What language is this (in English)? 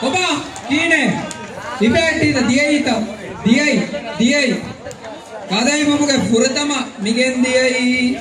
Divehi